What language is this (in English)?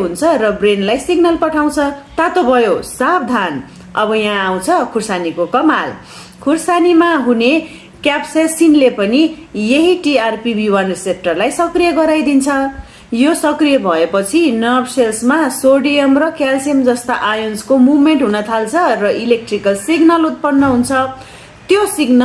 Nepali